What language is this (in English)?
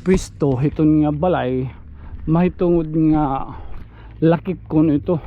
Waray